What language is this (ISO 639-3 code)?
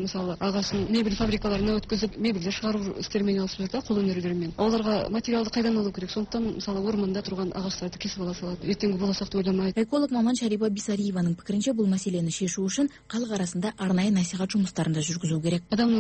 kaz